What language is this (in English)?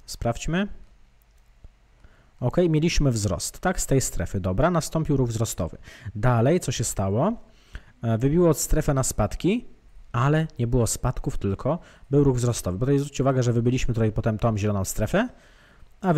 Polish